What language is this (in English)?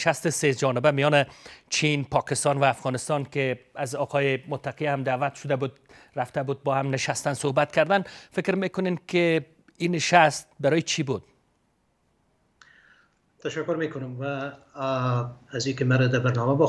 Persian